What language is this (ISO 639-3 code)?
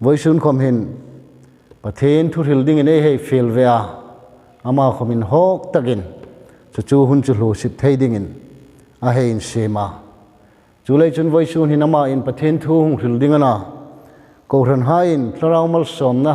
hmr